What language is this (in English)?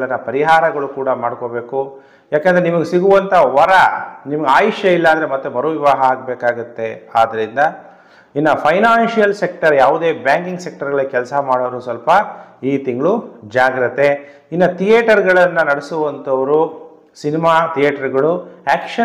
Kannada